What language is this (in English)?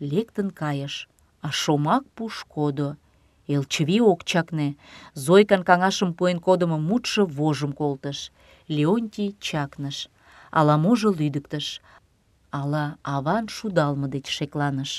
Mari